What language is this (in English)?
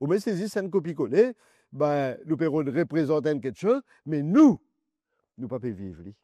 Morisyen